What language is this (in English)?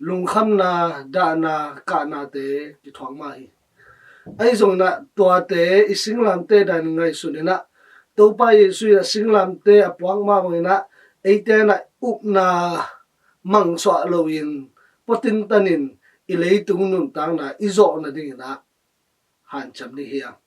Tedim Chin